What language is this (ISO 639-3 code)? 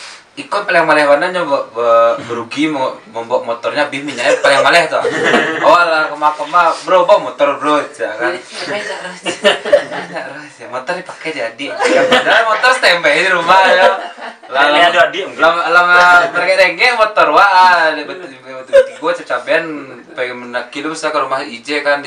min